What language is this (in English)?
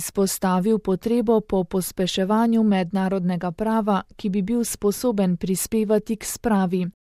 Slovenian